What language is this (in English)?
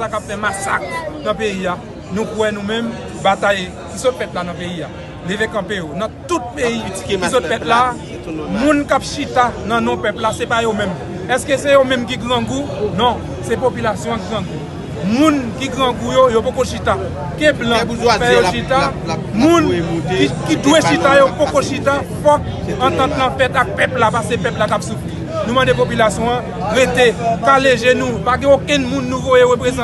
Haitian Creole